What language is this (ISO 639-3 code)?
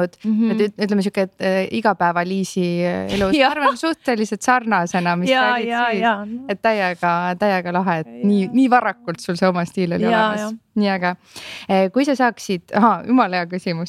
est